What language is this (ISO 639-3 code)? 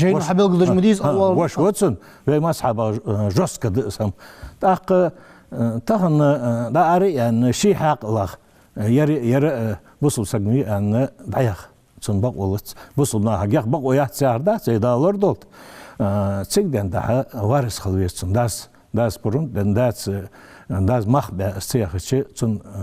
inh